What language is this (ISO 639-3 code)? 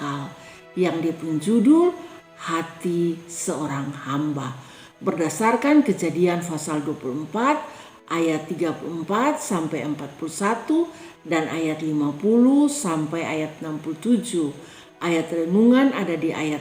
mkn